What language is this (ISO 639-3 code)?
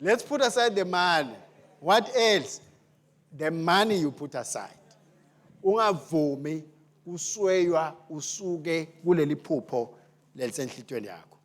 ssw